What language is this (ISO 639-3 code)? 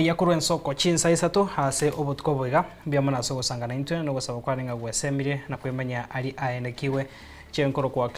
guz